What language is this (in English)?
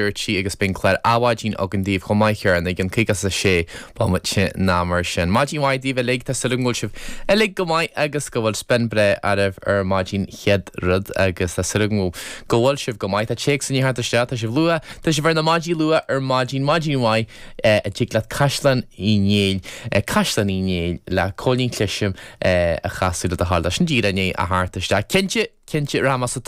Irish